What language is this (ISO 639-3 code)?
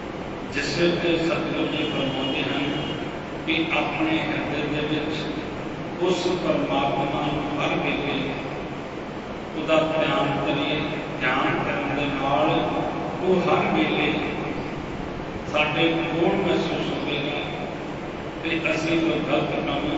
pan